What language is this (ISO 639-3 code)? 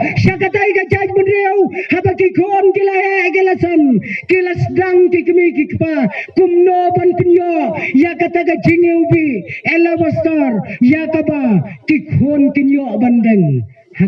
kha